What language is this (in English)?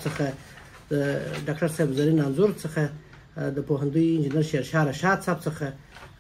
Pashto